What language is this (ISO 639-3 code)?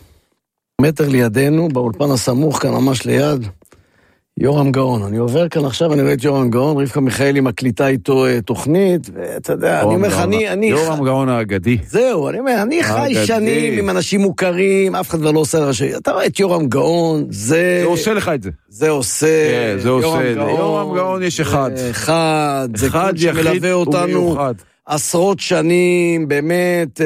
heb